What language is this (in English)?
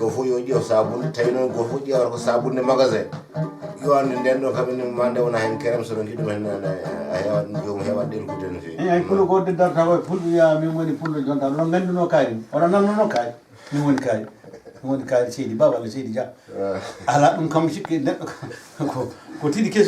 Fula